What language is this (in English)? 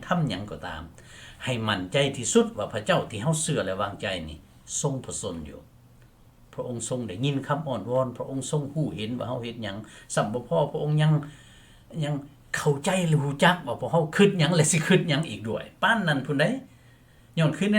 Lao